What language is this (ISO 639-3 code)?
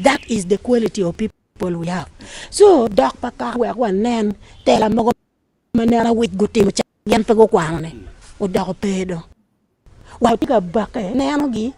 ach